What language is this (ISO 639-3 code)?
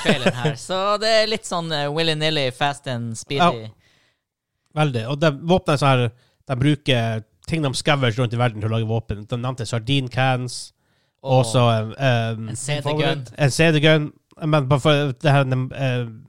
nor